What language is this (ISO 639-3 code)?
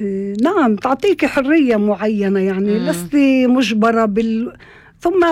apc